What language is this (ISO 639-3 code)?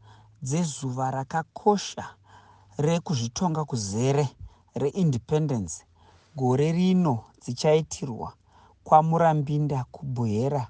sna